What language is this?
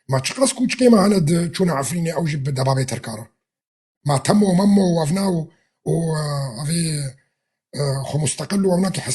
Kurdish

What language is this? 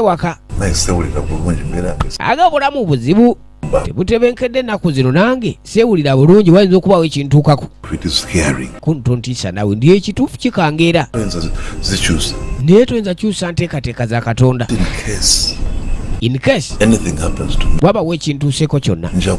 Ganda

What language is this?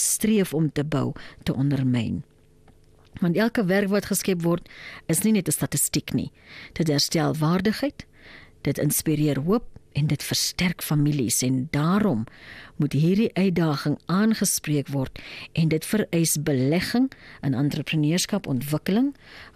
Afrikaans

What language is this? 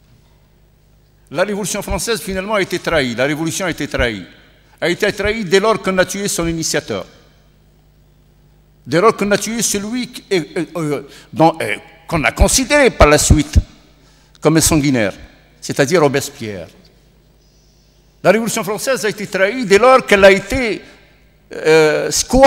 French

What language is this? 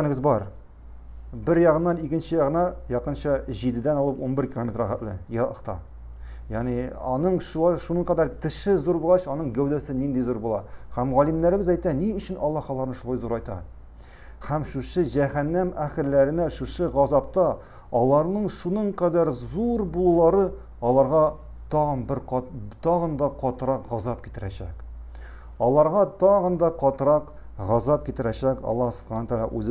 Tatar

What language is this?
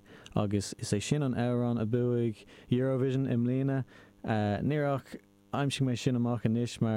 Irish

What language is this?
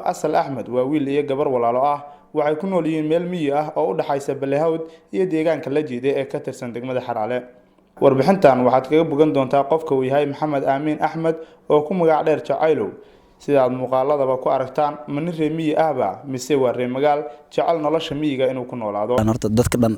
Somali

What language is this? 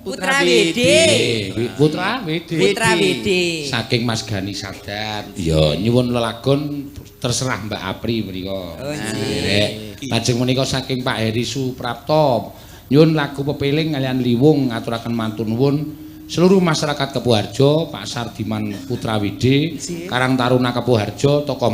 Javanese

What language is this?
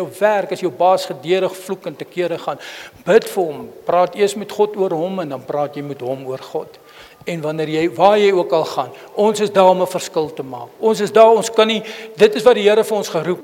Afrikaans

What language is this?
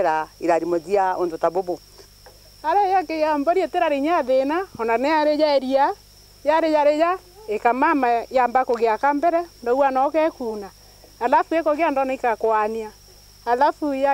Meru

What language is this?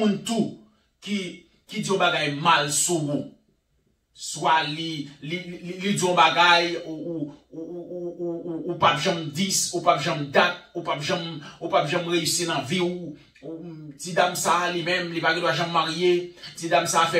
Haitian Creole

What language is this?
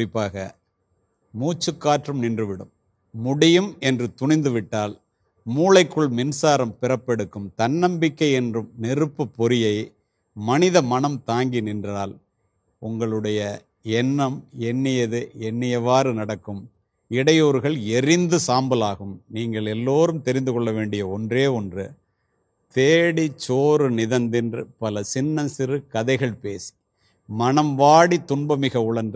Tamil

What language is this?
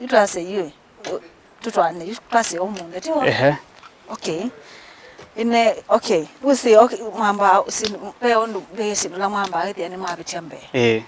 Kamba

